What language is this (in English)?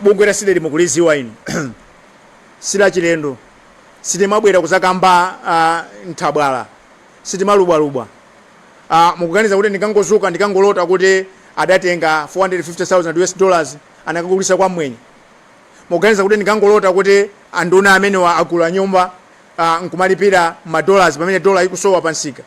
Nyanja